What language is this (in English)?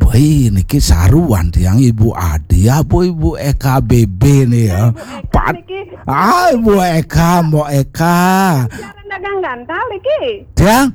Balinese